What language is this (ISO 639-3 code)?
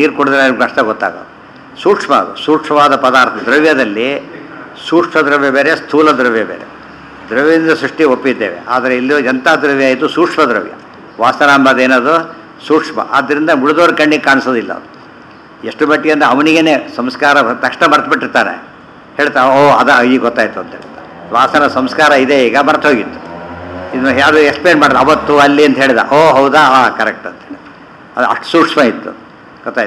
kan